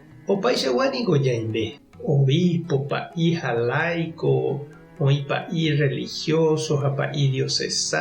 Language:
Guarani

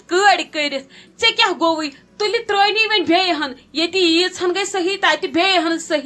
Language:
Kashmiri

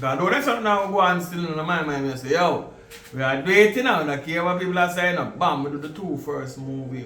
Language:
Jamaican Creole English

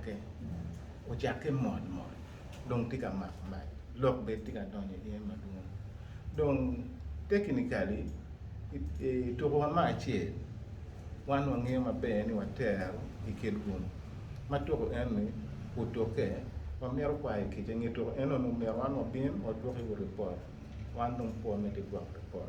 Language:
Acoli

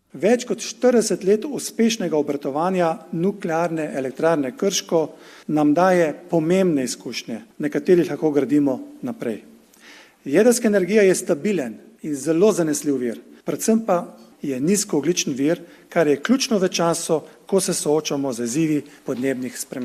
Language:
Slovenian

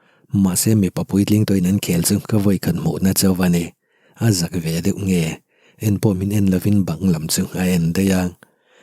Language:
Mizo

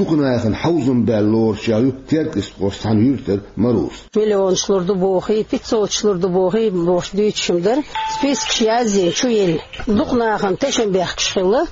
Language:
Chechen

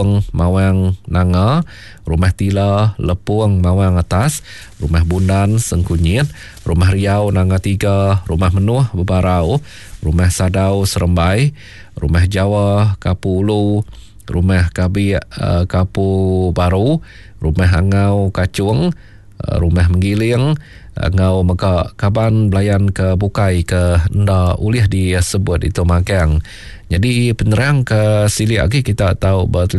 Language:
Iban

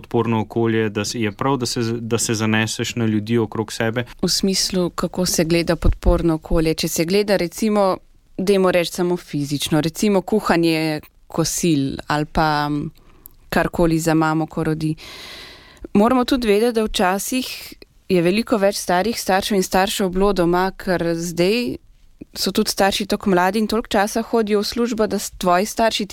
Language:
Slovenian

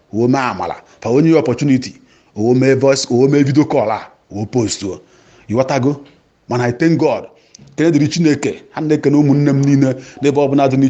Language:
Igbo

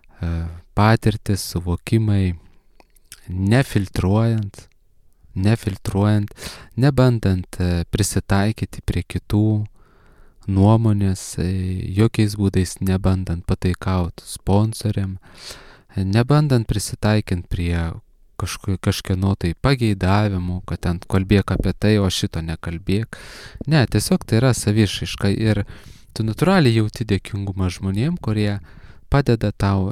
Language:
Lithuanian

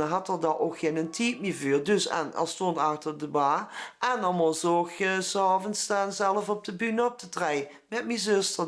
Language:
Limburgish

